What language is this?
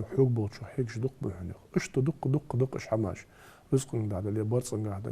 Ingush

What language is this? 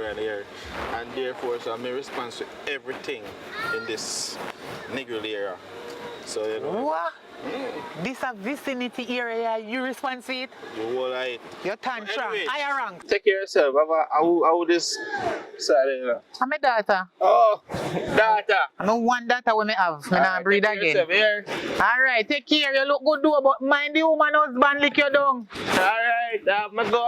Jamaican Creole English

